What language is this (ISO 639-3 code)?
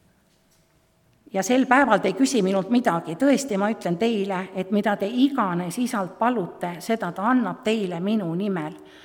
est